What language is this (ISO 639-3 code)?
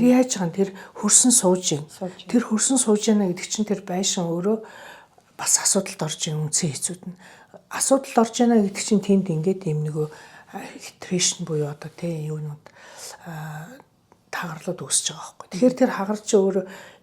mon